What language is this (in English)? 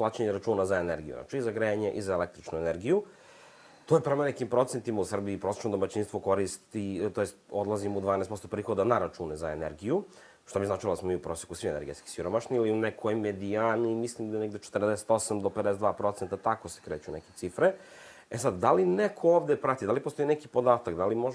Serbian